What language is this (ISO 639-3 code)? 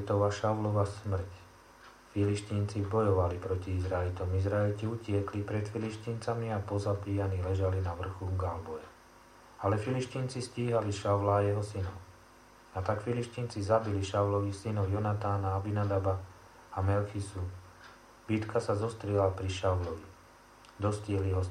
slk